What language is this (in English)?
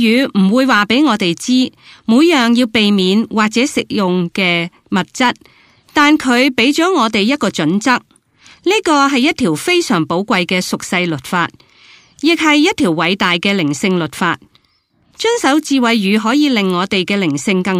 Cantonese